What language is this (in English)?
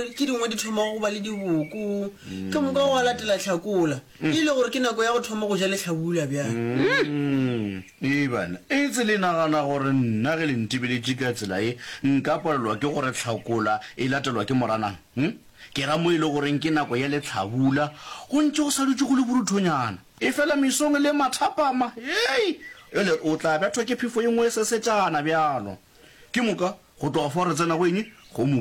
Northern Sotho